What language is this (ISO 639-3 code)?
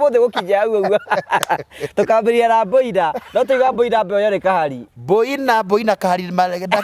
kik